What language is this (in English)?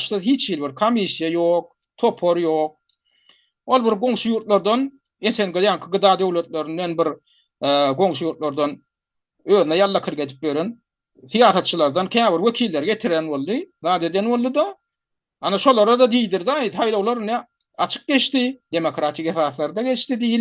Turkmen